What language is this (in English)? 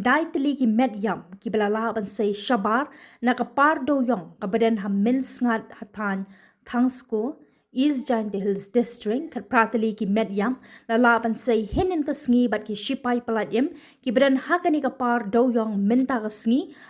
Khasi